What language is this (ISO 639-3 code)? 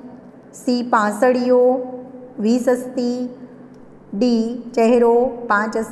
guj